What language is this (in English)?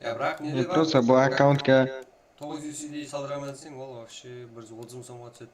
Kara-Kalpak